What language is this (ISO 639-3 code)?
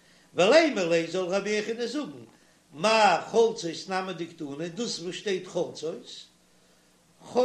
yid